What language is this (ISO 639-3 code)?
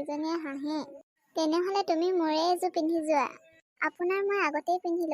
asm